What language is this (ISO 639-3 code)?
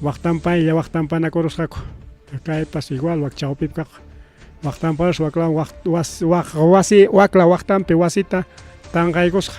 quy